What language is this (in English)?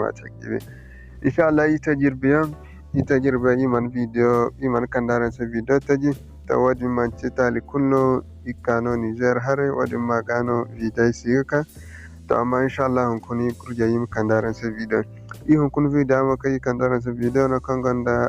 Zarma